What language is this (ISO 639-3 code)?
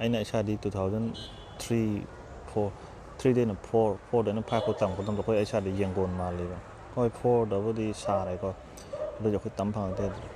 mni